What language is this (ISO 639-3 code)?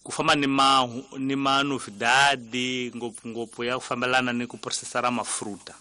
tso